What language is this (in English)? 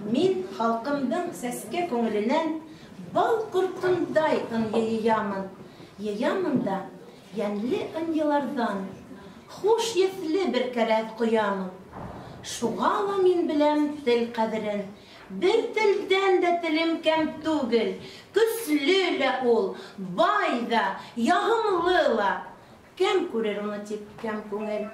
Bashkir